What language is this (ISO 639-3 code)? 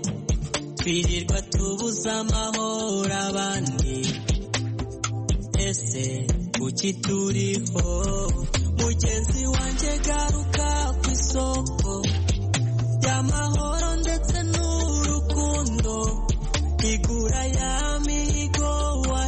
kin